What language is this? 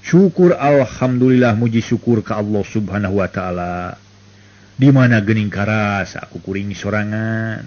Sundanese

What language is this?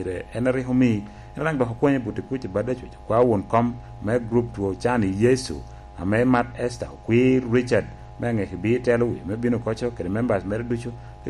Lango (Uganda)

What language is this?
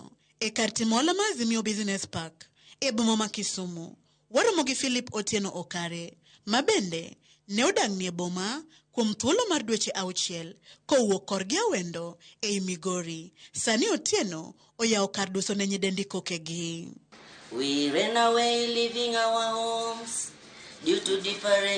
Luo (Kenya and Tanzania)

